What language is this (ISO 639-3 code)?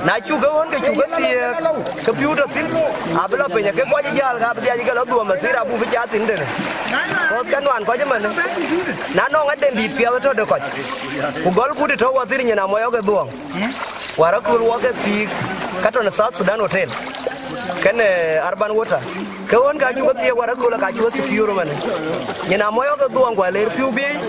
din